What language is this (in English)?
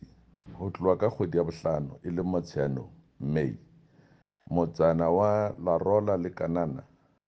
Southern Sotho